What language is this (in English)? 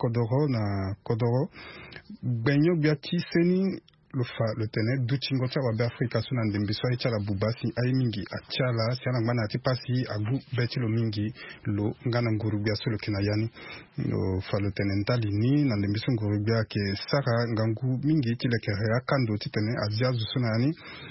Sango